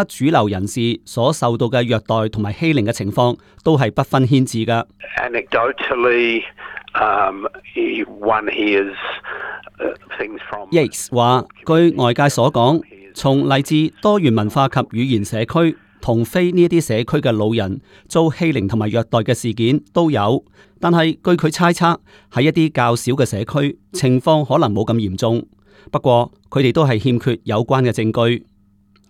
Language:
Cantonese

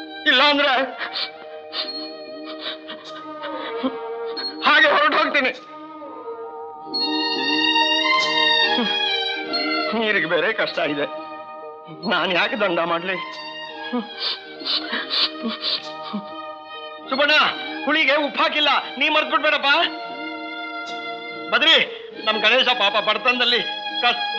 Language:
Kannada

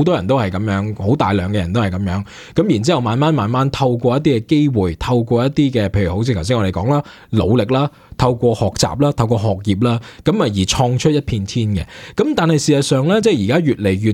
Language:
Cantonese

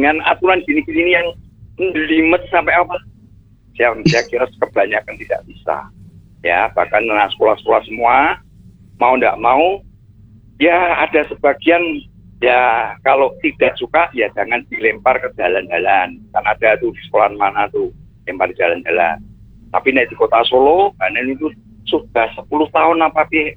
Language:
Indonesian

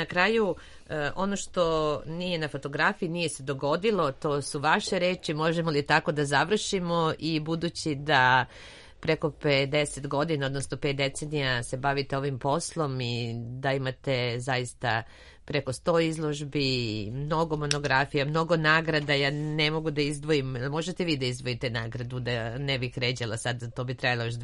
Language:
Serbian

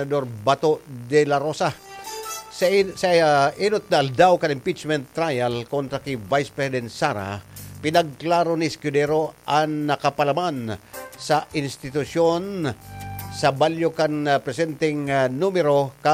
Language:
Bikol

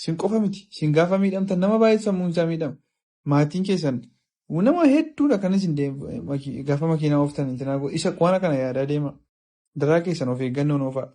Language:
Oromo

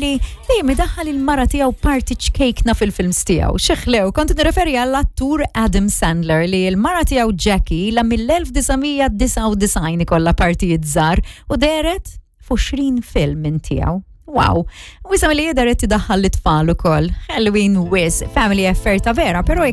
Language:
Maltese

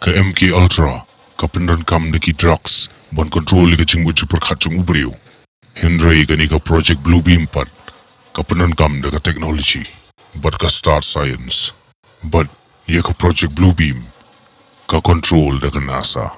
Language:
Khasi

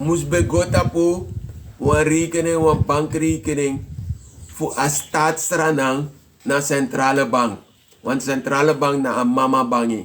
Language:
Sranan Tongo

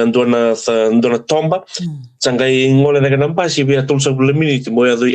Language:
Fijian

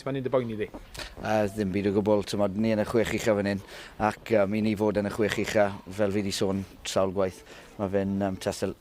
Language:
Welsh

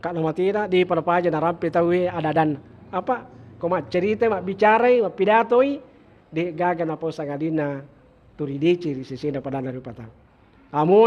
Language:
Buginese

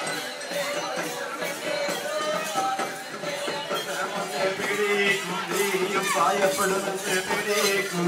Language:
Malayalam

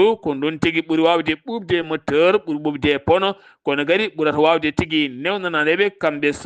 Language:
Fula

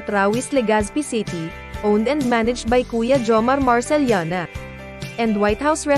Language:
Bikol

